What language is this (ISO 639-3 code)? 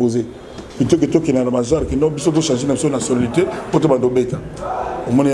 lin